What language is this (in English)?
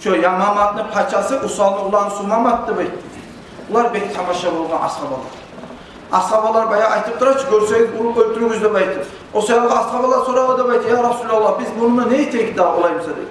Kumyk